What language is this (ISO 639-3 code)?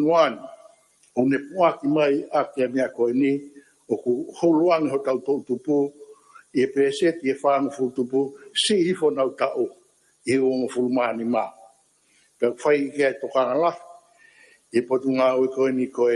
ton